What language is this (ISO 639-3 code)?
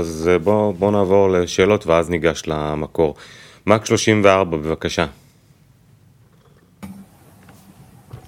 heb